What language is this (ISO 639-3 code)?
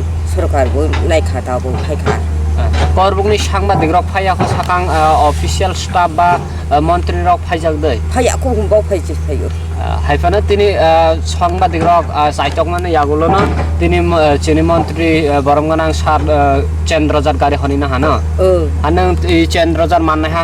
trp